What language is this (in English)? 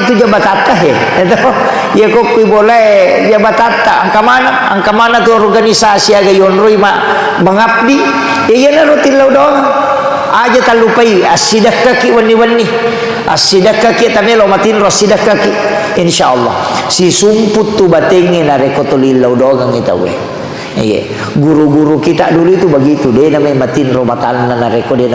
Buginese